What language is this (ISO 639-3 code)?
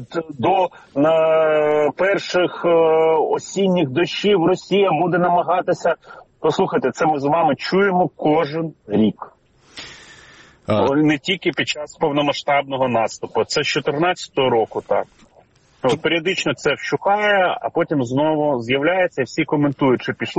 ukr